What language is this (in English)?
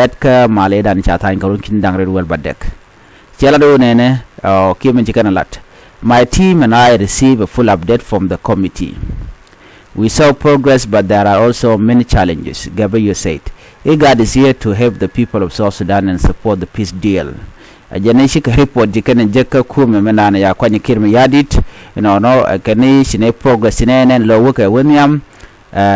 Nuer